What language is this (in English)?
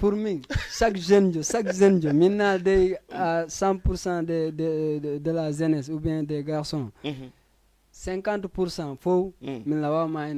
Fula